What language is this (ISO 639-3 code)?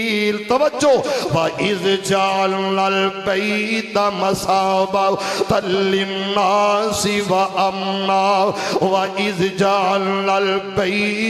lah